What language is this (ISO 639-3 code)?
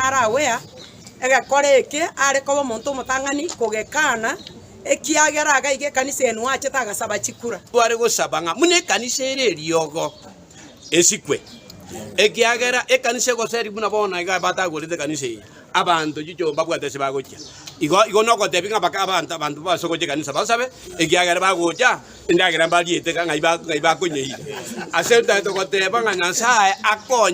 guz